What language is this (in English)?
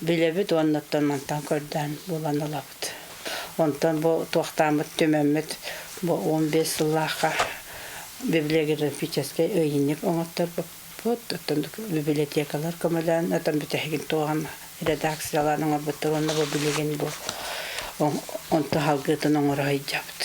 Yakut